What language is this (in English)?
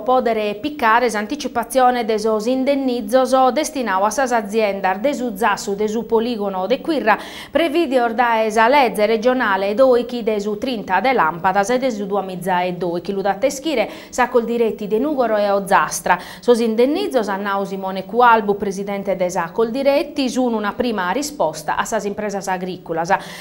Sardinian